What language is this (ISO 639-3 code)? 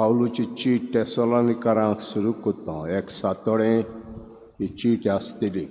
kok